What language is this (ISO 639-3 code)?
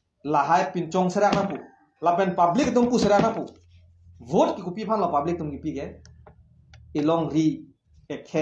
mjw